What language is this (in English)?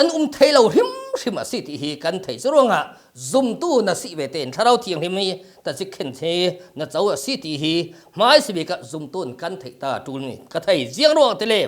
Falam Chin